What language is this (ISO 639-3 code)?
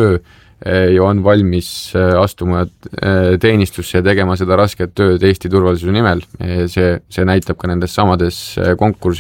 est